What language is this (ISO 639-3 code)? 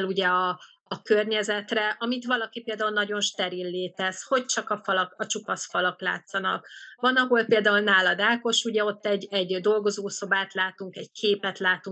hun